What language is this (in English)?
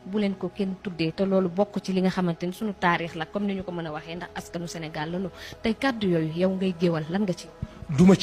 Wolof